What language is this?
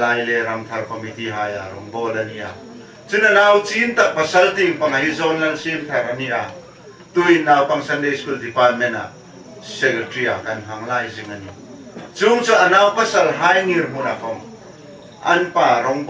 Hmar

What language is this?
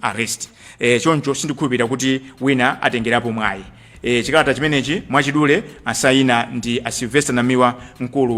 Nyanja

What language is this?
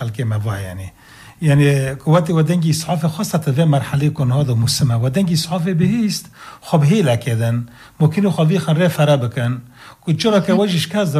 Persian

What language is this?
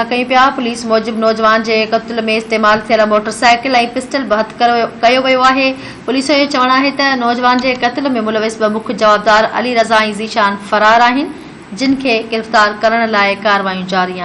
Sindhi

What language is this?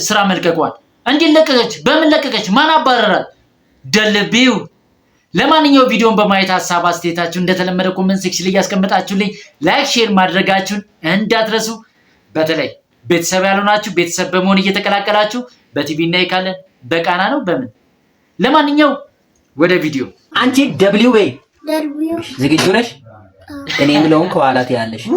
Amharic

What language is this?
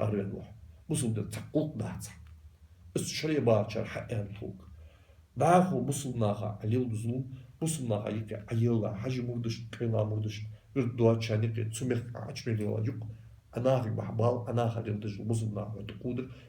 Ingush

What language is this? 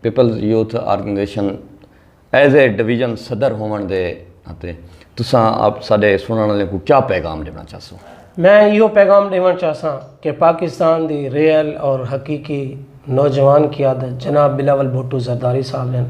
Saraiki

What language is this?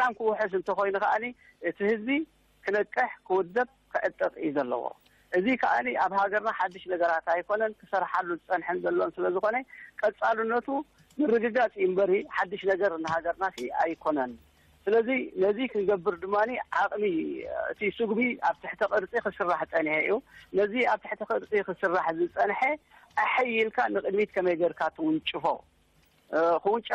Tigrinya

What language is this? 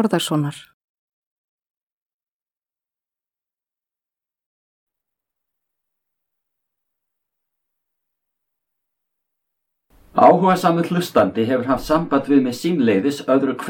Icelandic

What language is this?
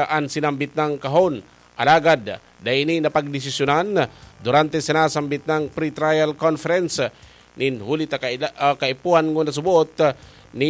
Bikol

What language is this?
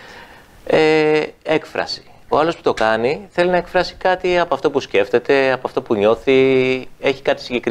Greek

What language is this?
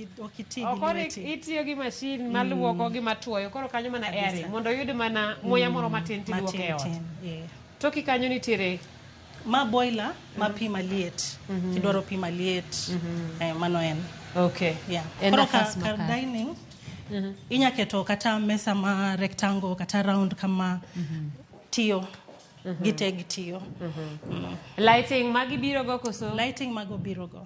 Luo (Kenya and Tanzania)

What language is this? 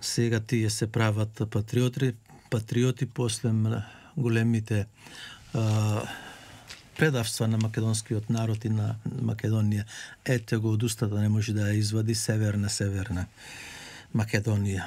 Macedonian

